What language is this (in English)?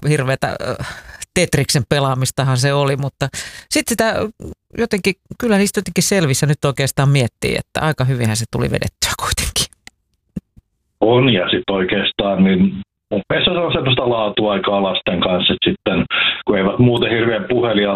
Finnish